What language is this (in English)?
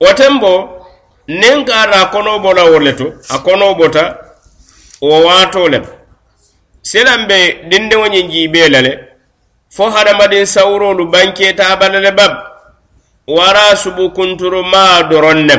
Mandingo